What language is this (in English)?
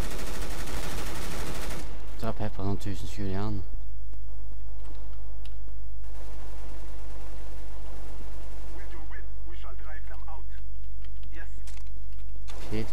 Norwegian